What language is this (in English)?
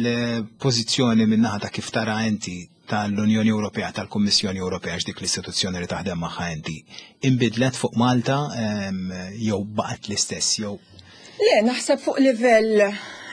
Maltese